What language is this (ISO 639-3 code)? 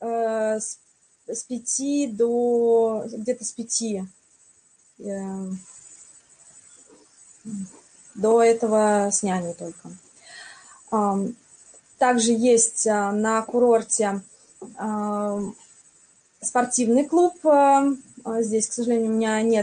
rus